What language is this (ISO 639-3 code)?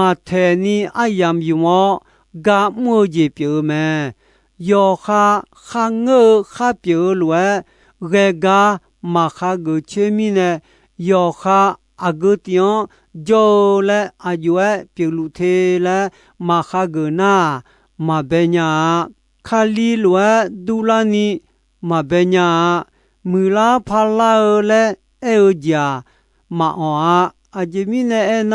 ahk